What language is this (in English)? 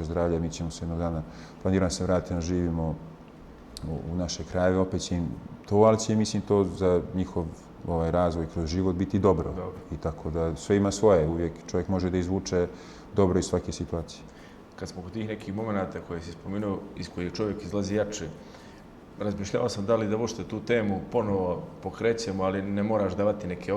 Bosnian